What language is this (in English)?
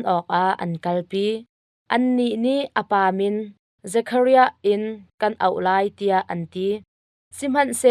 Hakha Chin